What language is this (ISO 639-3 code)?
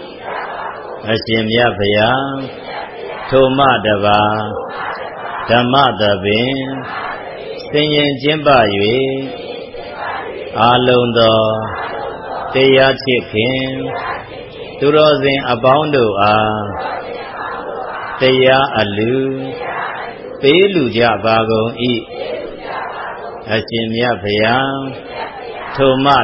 mya